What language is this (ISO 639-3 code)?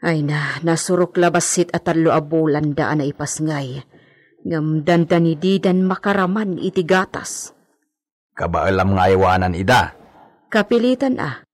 ilo